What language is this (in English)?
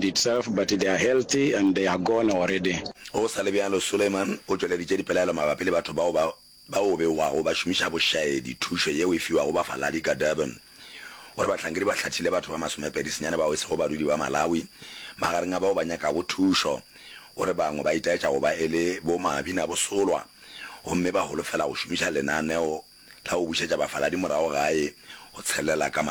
Northern Sotho